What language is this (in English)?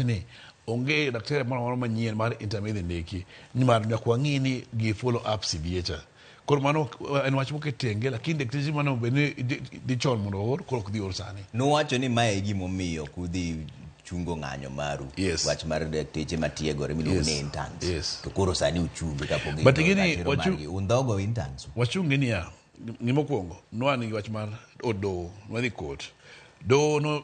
Luo (Kenya and Tanzania)